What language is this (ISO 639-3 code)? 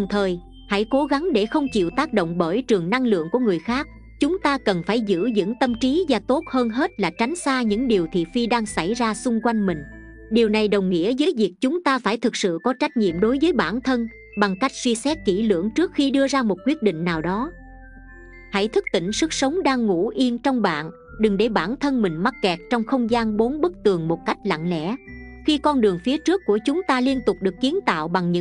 vie